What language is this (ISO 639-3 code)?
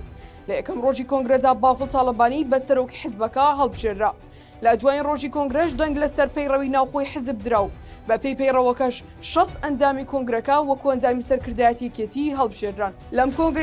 ckb